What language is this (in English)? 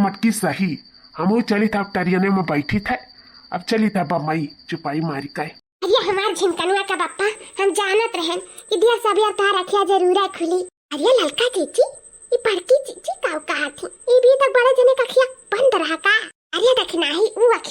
Awadhi